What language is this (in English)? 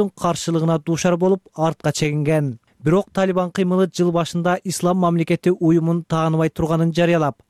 Kyrgyz